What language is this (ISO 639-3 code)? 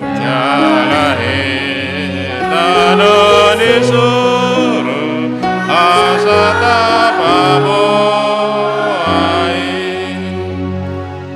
bbc